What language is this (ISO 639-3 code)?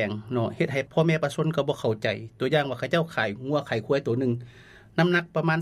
lao